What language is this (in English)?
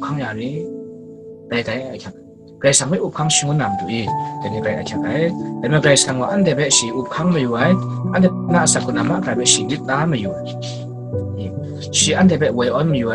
Kachin